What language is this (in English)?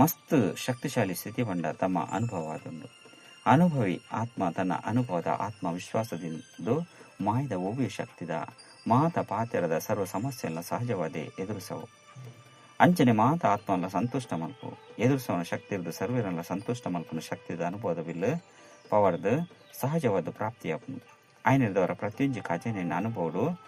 Tulu